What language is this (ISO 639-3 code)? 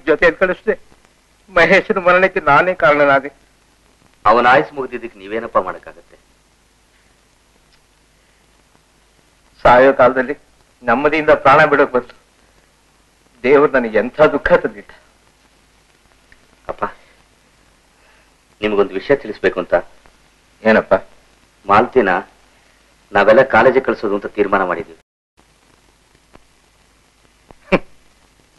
kan